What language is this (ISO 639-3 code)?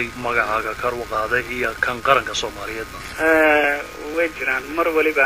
som